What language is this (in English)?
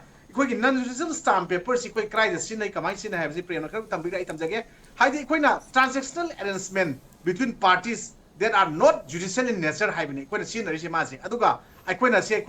Manipuri